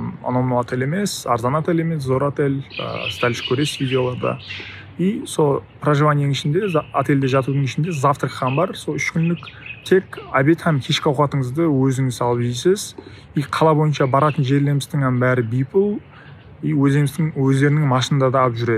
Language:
Kara-Kalpak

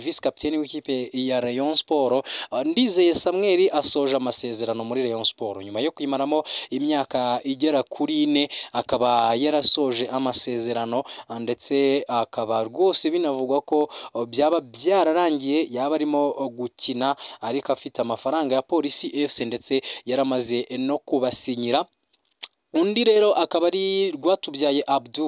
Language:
Kinyarwanda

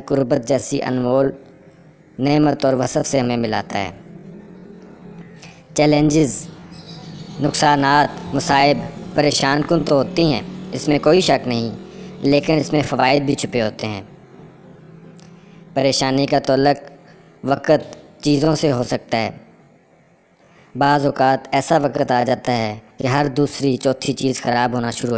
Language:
Urdu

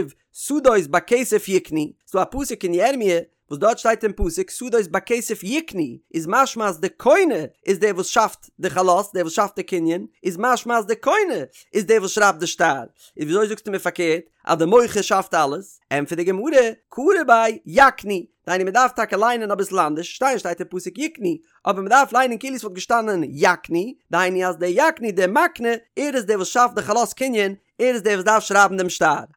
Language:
Yiddish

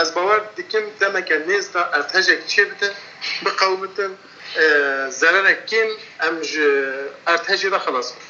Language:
Kurdish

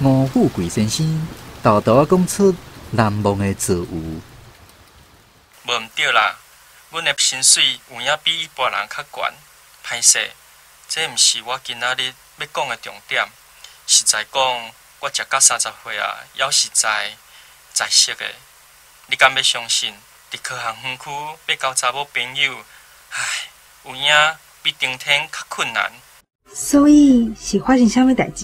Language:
Min Nan Chinese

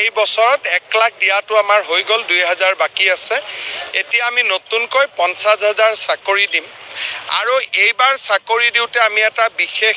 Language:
Assamese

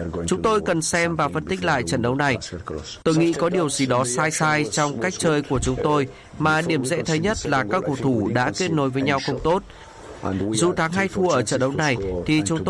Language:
Vietnamese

